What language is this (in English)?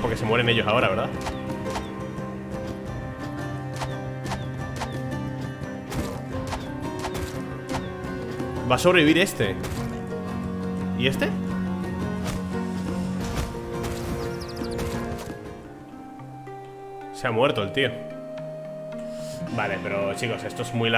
Spanish